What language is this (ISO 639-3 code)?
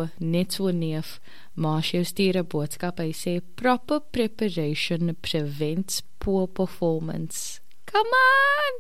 afr